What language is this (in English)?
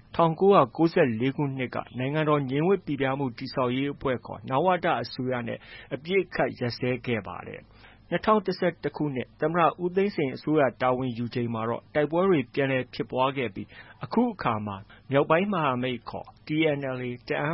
Burmese